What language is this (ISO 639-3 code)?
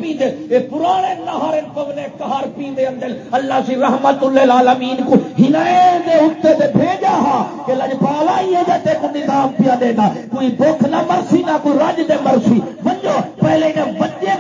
skr